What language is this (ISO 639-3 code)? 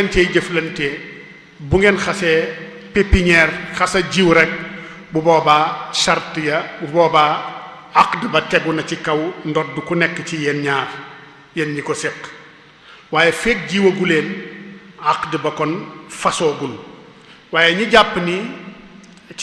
wol